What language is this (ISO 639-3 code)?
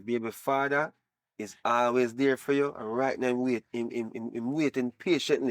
jam